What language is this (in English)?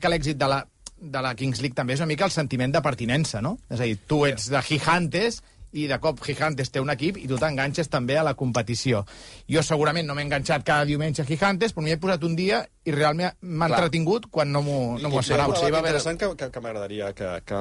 Catalan